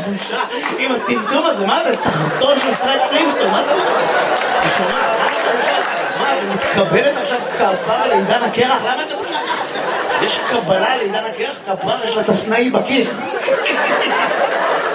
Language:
Hebrew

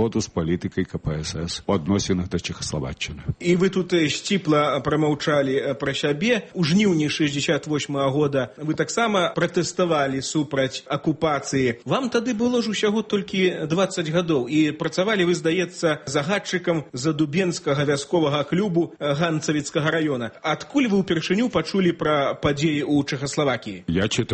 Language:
Belarusian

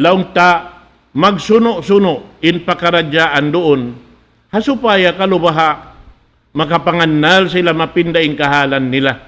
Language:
Tausug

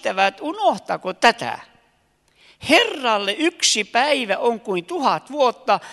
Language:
Finnish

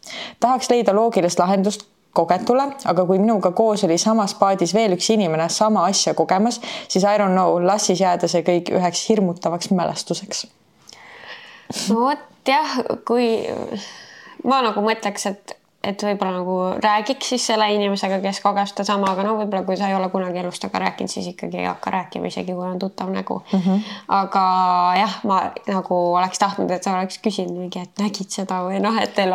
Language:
Estonian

